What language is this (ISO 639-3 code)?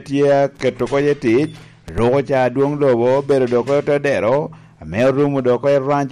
laj